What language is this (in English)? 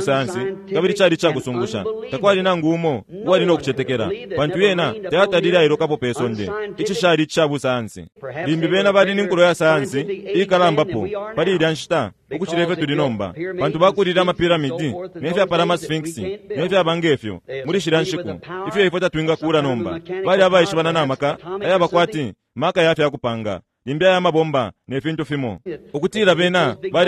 Bemba